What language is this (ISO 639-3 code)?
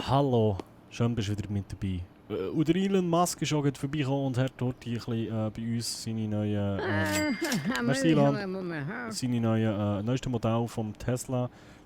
gsw